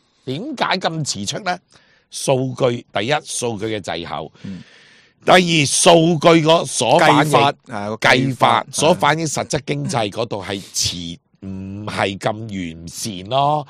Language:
Cantonese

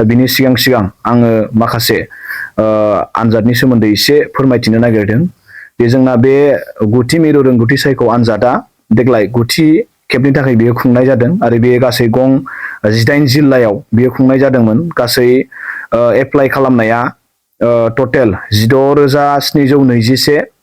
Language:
Bodo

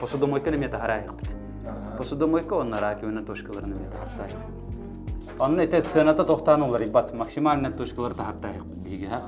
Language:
Yakut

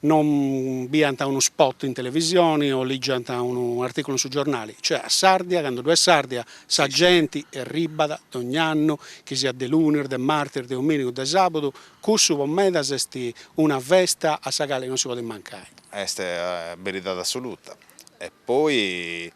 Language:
Sardinian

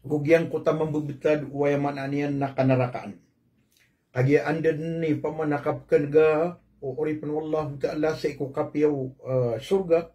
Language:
Maranao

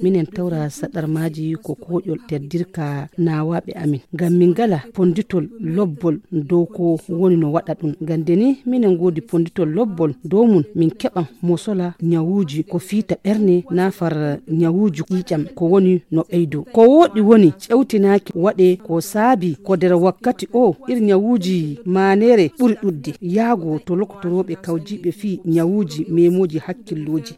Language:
Nigerian Fulfulde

